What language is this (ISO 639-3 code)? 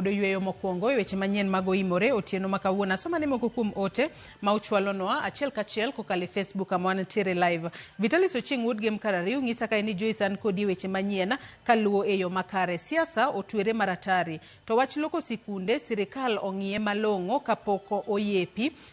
luo